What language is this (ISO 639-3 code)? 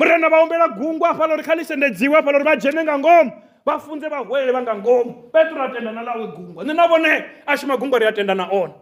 ven